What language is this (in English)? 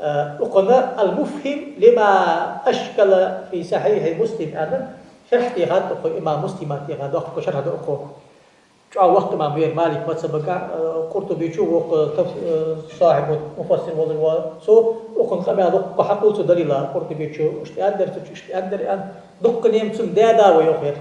Ingush